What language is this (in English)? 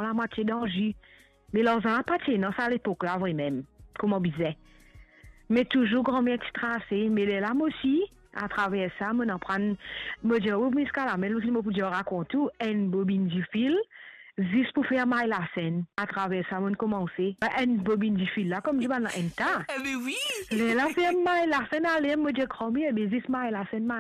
Morisyen